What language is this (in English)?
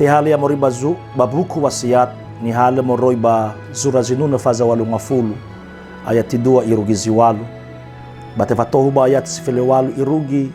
Nias